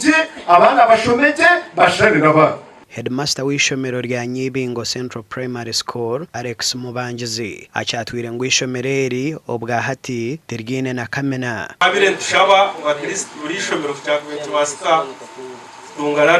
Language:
Nyankole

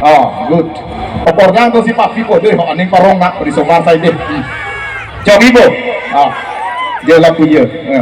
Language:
Karbi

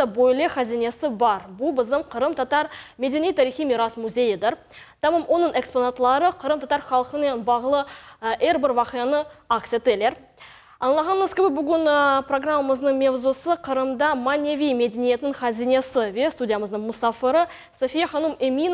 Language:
Crimean Tatar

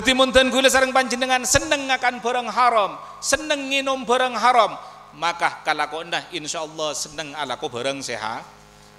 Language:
Madurese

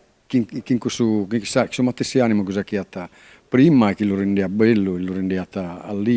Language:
Sardinian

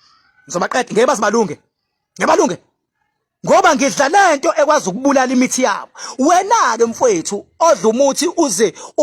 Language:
Zulu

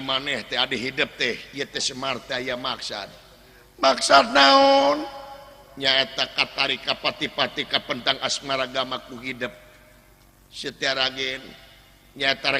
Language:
Sundanese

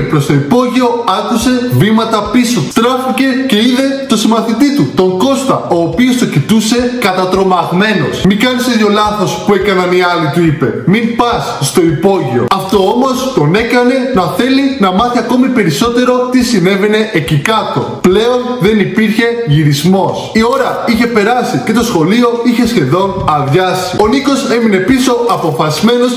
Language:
Greek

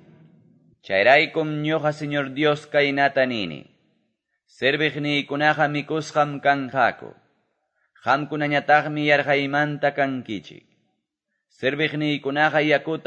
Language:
Quechua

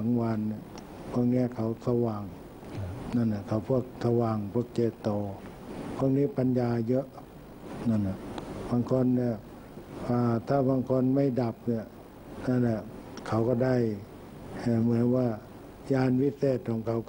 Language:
Thai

